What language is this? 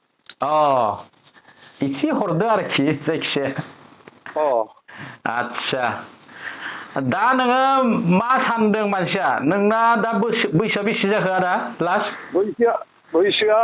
Bodo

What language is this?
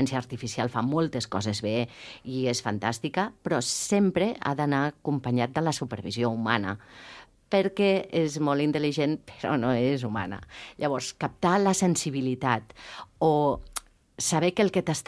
Catalan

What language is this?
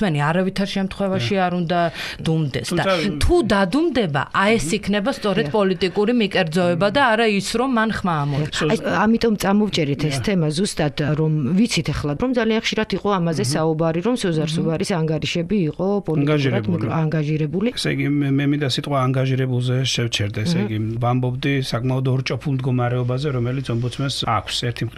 Georgian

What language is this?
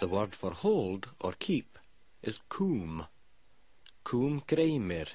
Scottish Gaelic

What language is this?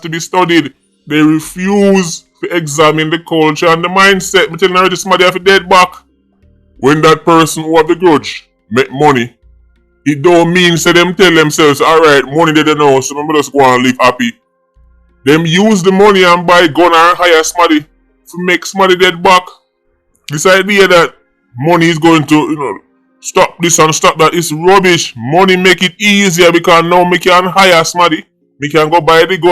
Jamaican Creole English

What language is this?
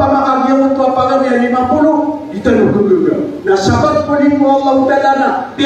Maranao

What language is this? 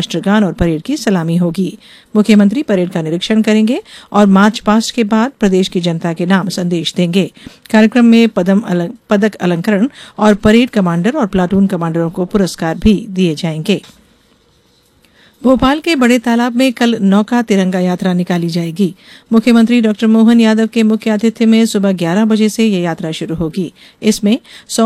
Hindi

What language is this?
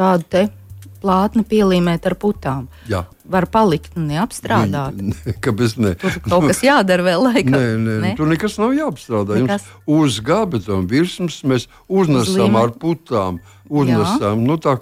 Latvian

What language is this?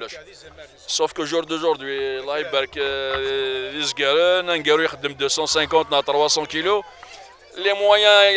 Kabyle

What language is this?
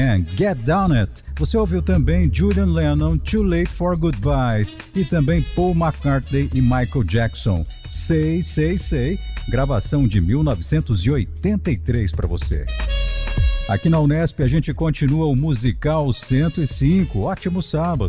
Portuguese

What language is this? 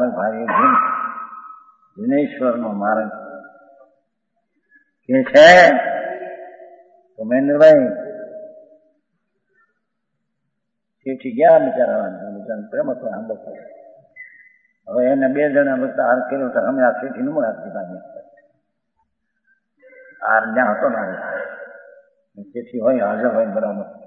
Gujarati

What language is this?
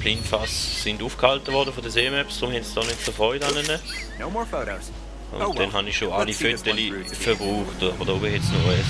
Swiss German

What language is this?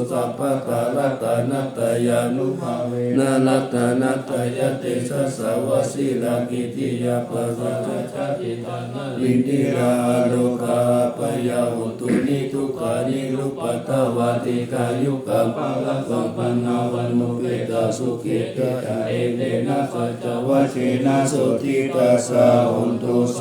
Pali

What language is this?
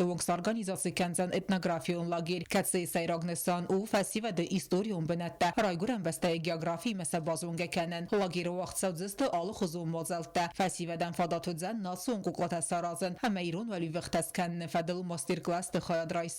Ossetic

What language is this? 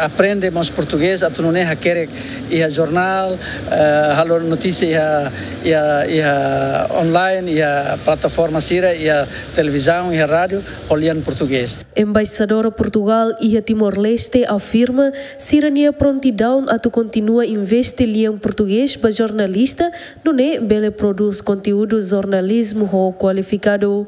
Tetum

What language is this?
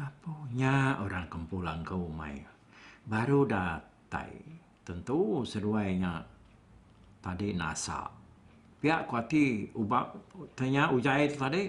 Iban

